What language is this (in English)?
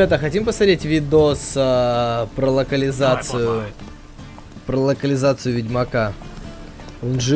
Russian